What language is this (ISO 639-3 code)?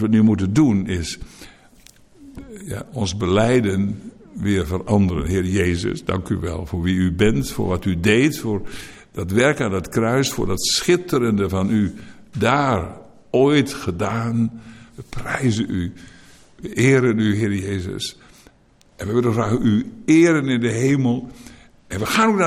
nld